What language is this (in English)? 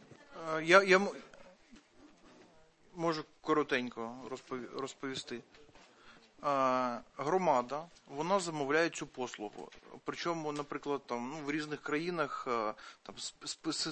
Ukrainian